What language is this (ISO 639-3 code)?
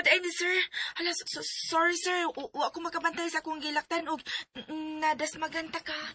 ceb